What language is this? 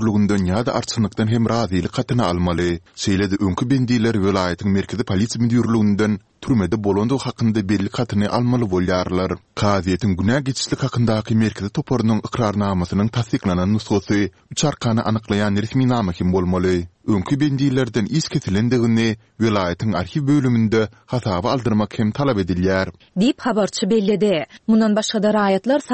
Turkmen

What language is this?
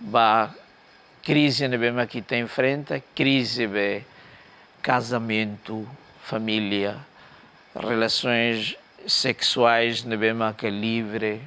Tetum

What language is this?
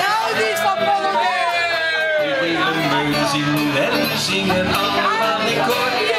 Dutch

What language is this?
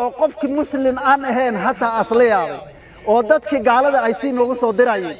Somali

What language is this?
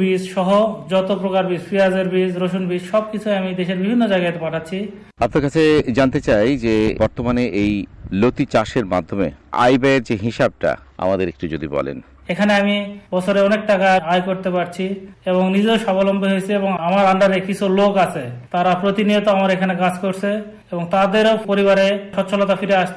Bangla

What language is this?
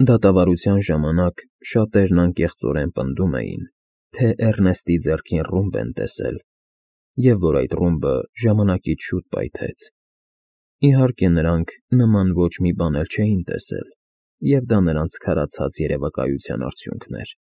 Armenian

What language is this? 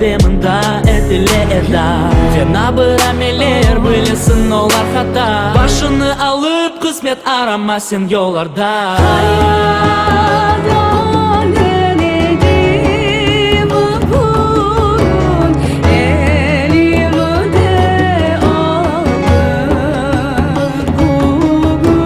Crimean Tatar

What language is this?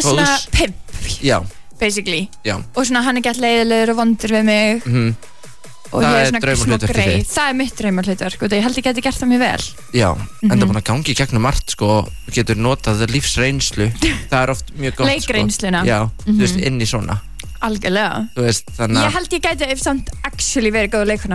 Icelandic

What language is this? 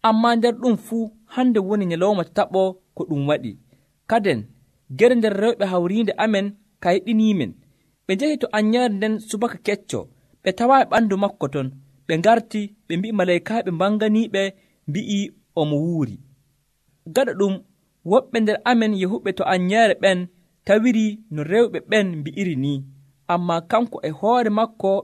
Nigerian Fulfulde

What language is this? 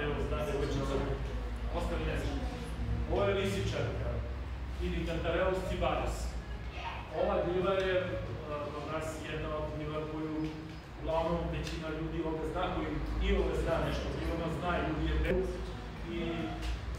Serbian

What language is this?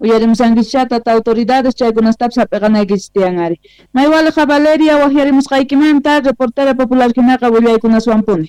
South Bolivian Quechua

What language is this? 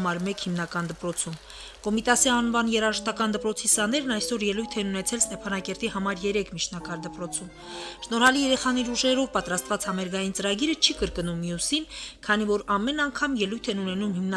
Armenian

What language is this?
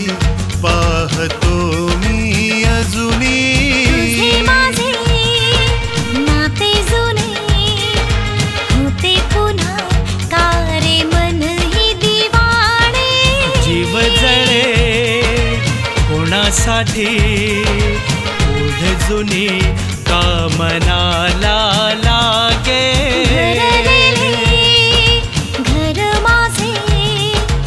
Marathi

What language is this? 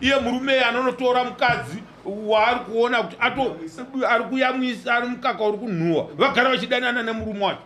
Shona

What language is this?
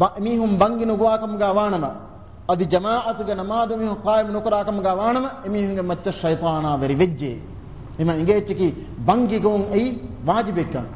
Divehi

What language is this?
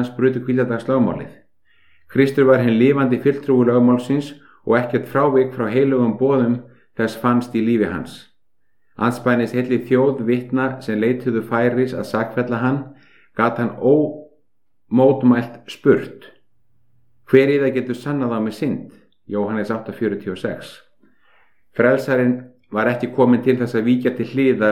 Icelandic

